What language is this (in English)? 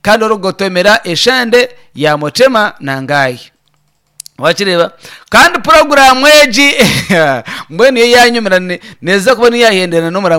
Nyankole